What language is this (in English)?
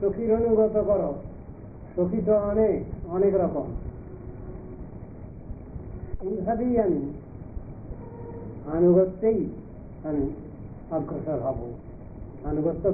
Bangla